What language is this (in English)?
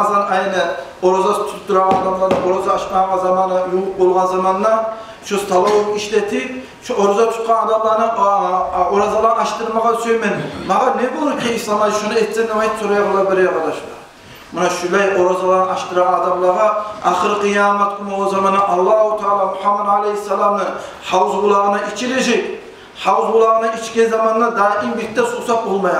Kumyk